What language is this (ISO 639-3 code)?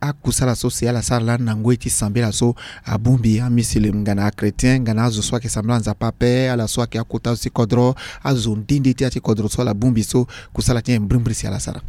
sag